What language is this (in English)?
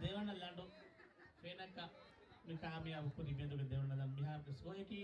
Divehi